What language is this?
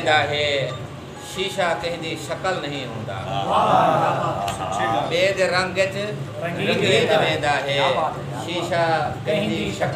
Saraiki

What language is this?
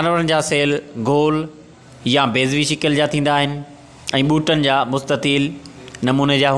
Sindhi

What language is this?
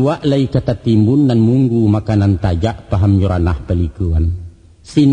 Minangkabau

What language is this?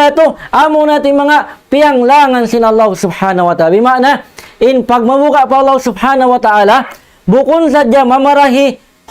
Tausug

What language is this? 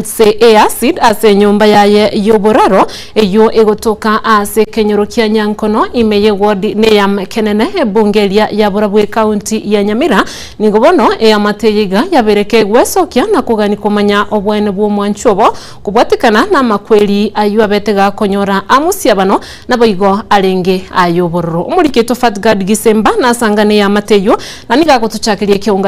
Gusii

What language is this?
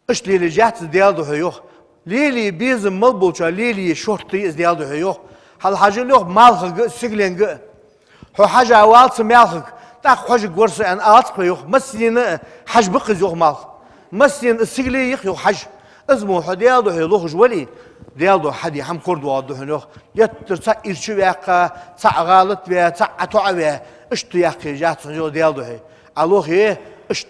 Ingush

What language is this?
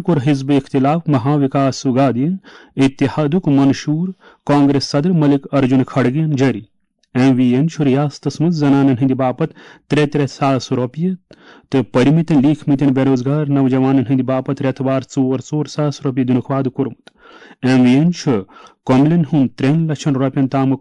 Kashmiri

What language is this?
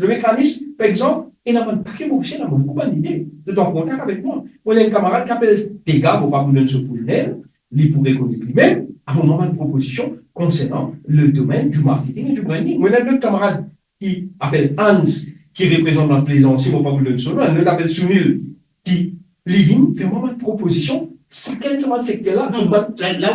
Morisyen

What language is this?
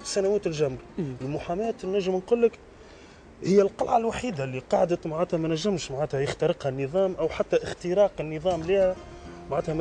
Tunisian Arabic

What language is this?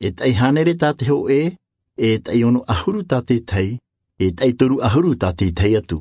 Tahitian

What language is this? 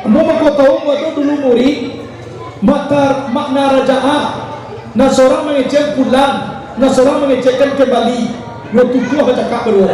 Minangkabau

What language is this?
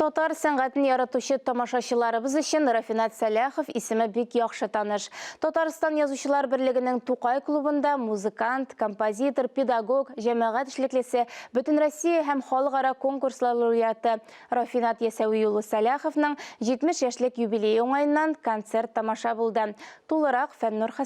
Tatar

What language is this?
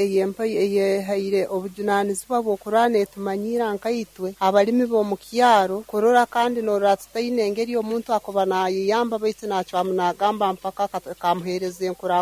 Nyoro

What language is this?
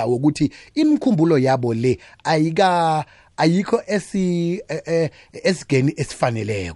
South Ndebele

